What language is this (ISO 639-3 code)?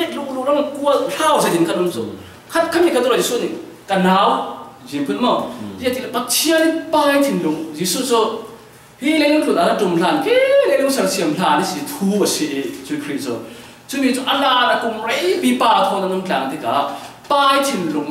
cfm